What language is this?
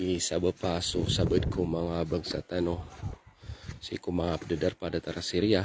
Maranao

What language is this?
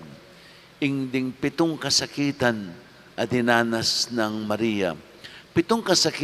Pampanga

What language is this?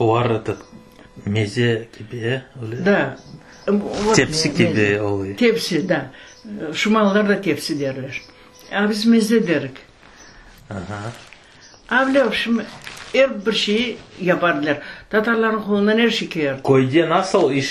Crimean Tatar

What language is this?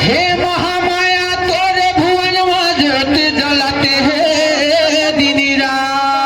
Chhattisgarhi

